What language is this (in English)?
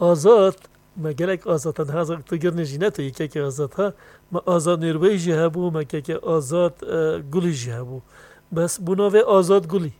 Kurdish